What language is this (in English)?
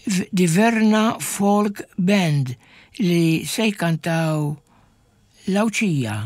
Maltese